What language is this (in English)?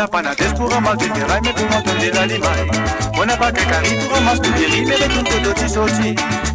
Morisyen